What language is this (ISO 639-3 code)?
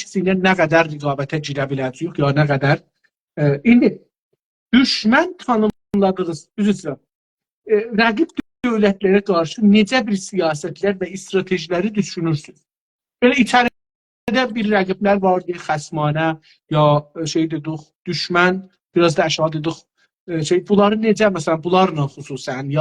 azb